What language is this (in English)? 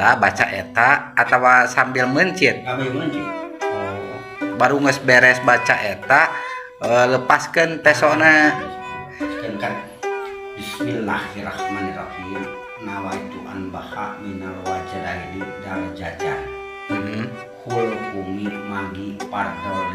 Sundanese